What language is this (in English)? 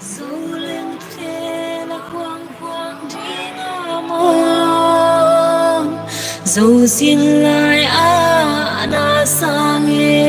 Tedim Chin